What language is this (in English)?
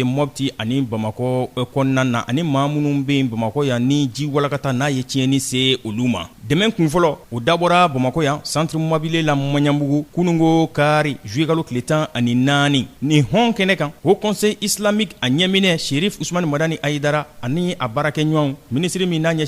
Bambara